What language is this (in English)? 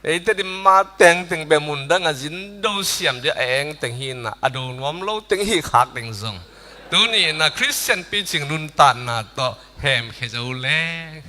Tedim Chin